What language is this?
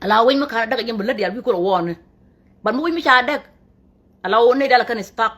Nuer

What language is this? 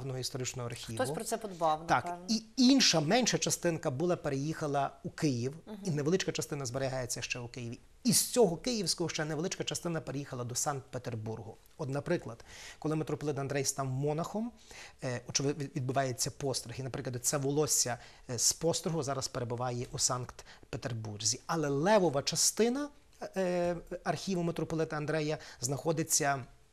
Ukrainian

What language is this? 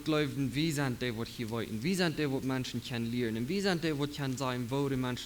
Plautdietsch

